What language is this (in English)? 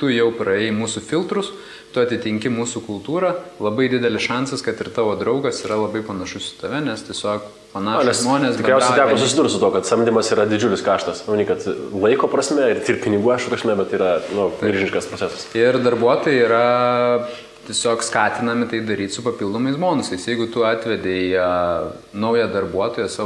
Lithuanian